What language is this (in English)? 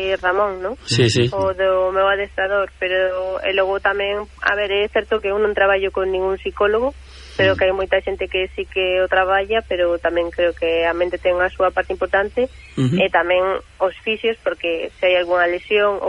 Galician